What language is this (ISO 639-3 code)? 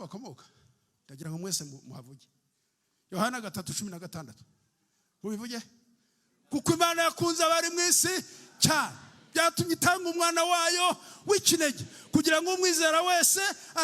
kin